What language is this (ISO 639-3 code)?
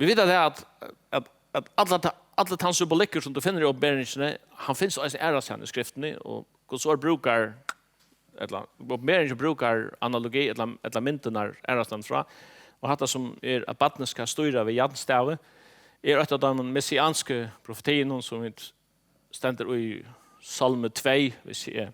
fao